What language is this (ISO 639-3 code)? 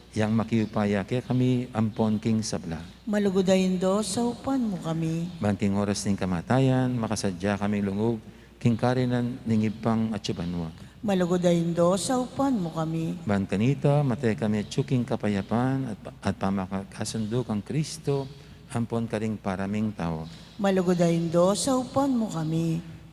pam